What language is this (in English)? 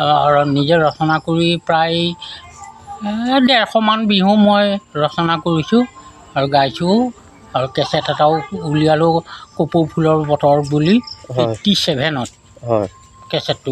Assamese